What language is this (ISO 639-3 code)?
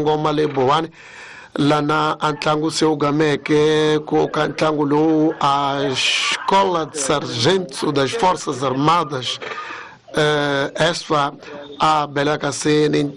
tso